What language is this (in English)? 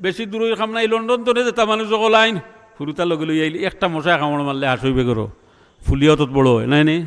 Sylheti